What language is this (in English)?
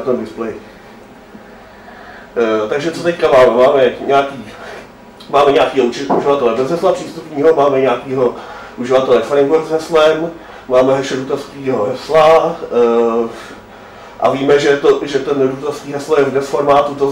Czech